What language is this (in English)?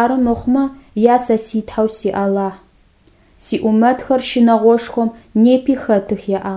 Adyghe